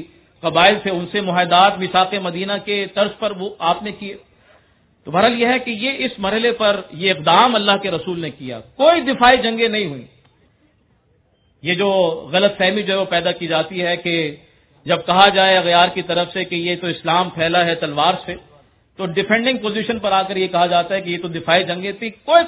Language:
Urdu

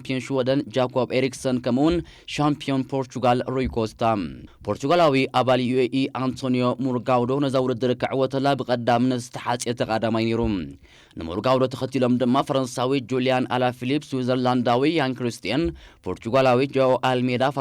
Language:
Tigrinya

